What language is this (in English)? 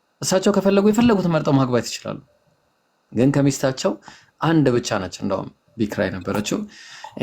Amharic